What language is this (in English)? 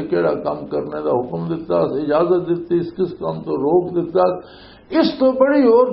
Western Panjabi